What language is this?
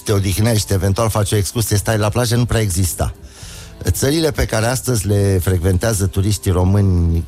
Romanian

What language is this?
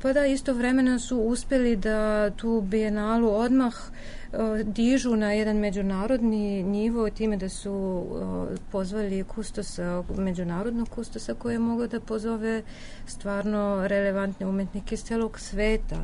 Serbian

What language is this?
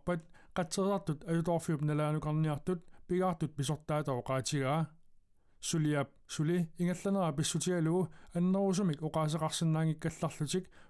Kalaallisut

